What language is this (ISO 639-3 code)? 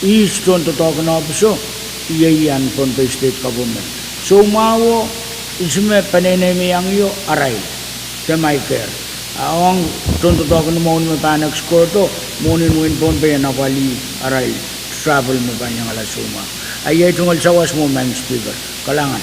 pon